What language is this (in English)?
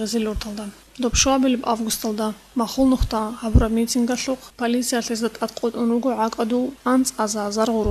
Avaric